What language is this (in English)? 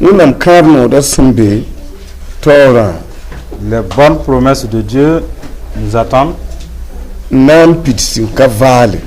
Mossi